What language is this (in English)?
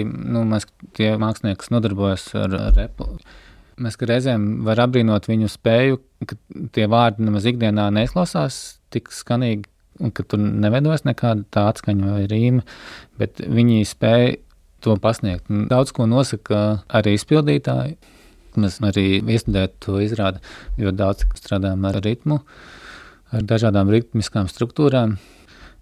Latvian